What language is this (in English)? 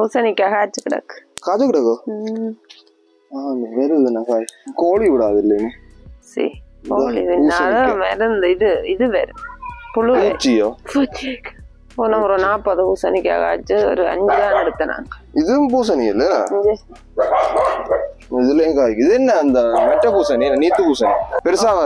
Tamil